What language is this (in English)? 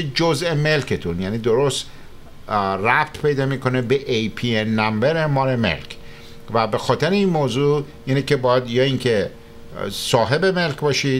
Persian